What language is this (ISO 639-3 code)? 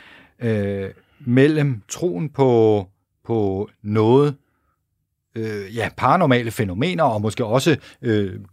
dan